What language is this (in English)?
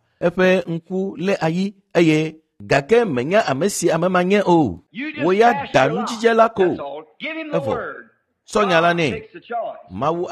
Ewe